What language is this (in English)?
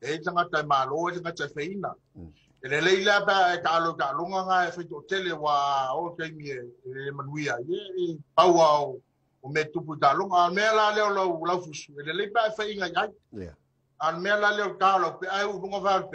Samoan